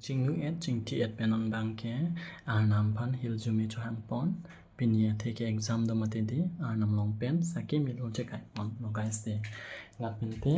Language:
Karbi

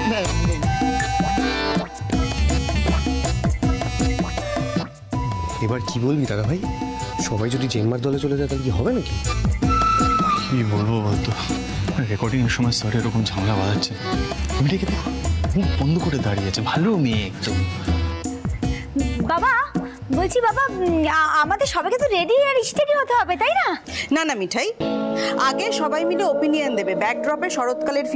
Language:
Bangla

